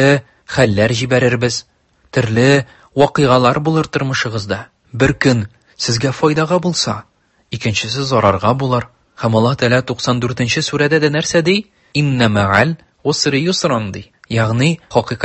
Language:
Tatar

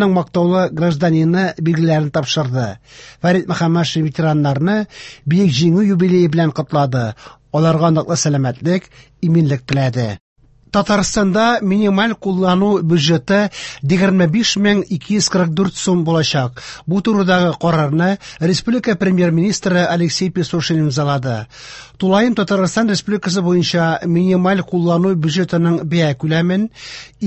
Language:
Tatar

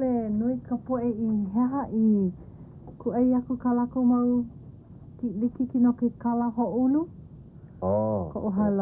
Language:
Hawaiian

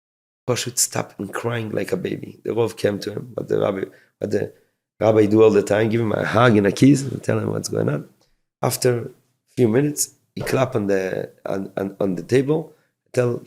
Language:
Yiddish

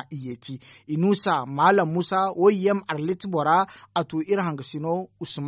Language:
Zarma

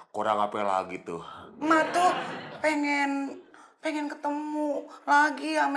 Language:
Betawi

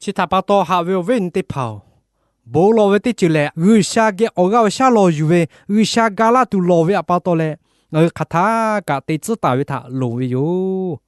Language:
Lahu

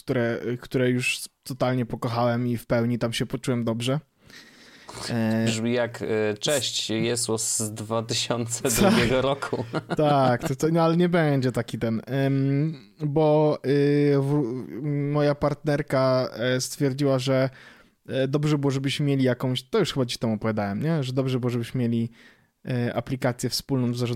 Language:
Polish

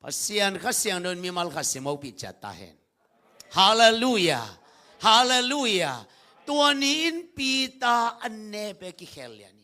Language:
Tedim Chin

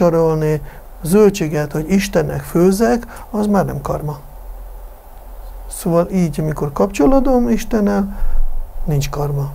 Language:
Hungarian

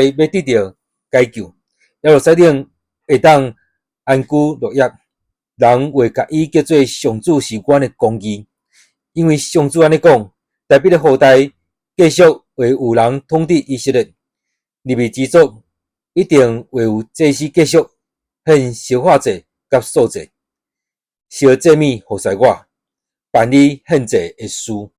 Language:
Min Nan Chinese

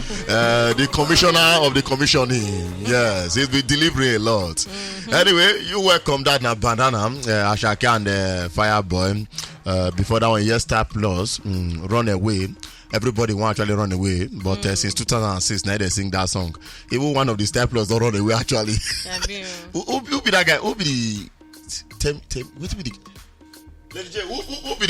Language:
Nigerian Pidgin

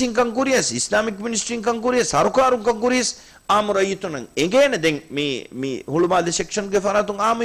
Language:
Divehi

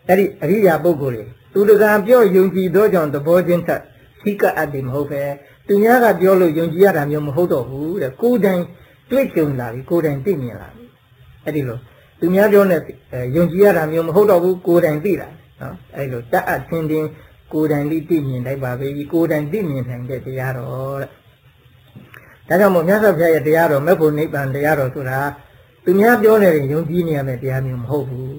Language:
Burmese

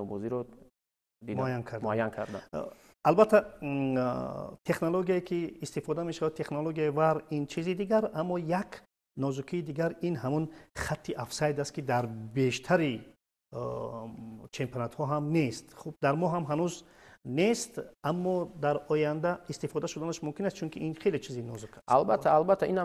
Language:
Tajik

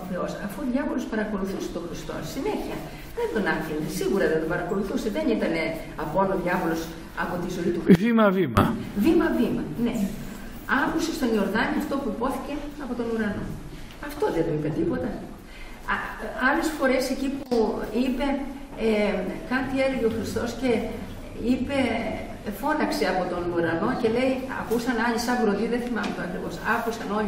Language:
Greek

